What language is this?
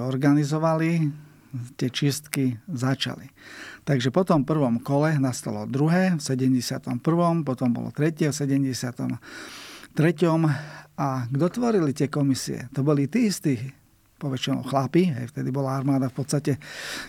Slovak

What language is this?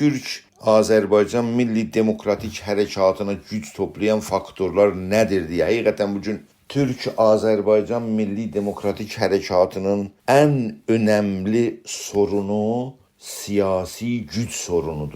South Azerbaijani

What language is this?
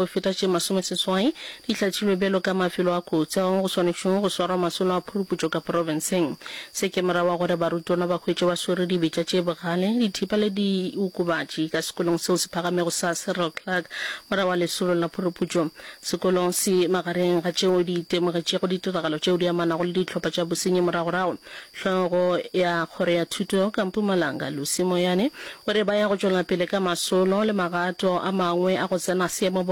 Northern Sotho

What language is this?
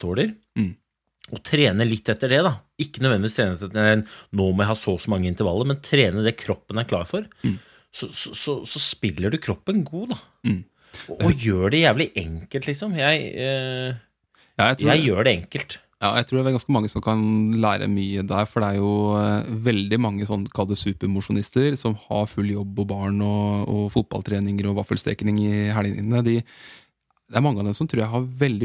Norwegian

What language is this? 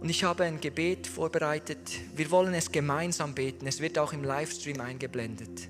Swiss German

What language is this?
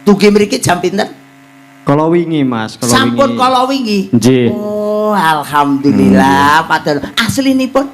Javanese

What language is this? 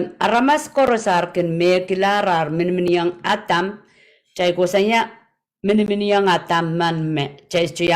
Pohnpeian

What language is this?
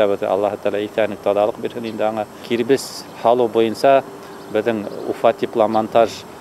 Bashkir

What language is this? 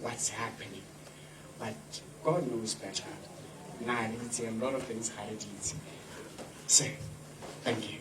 Tswana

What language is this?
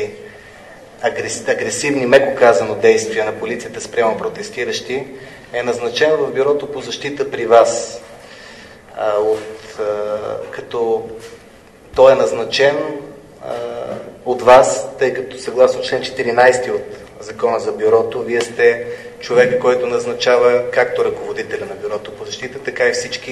Bulgarian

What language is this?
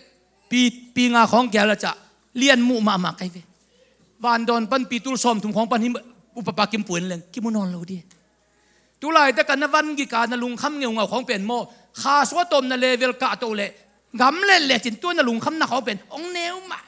Tedim Chin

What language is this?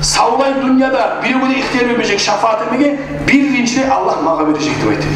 Kumyk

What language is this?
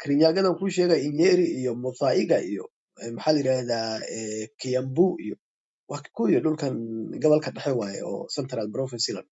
Somali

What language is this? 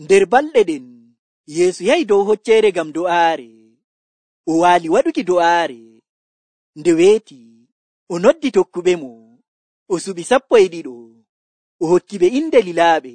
Nigerian Fulfulde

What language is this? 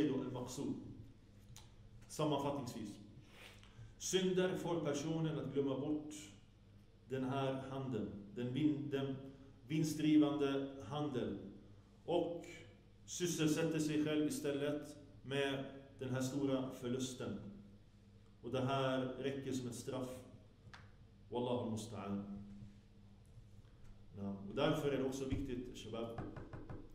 Swedish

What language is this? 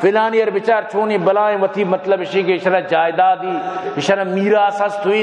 Baluchi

